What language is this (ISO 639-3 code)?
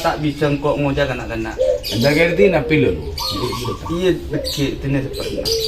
mad